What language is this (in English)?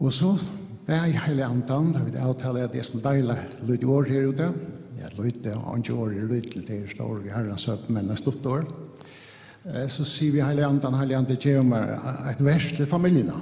Faroese